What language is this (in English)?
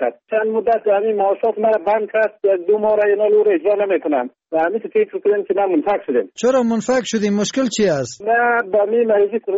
Persian